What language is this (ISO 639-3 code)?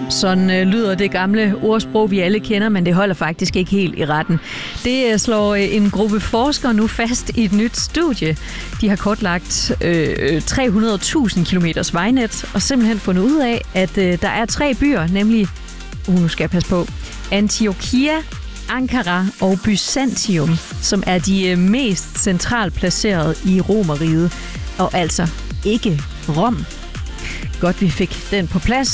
dan